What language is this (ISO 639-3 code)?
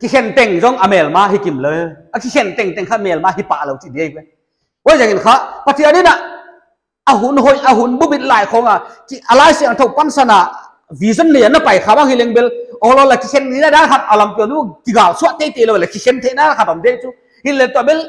pck